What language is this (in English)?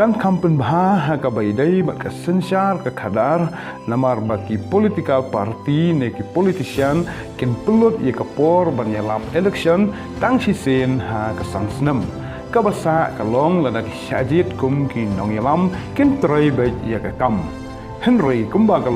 Khasi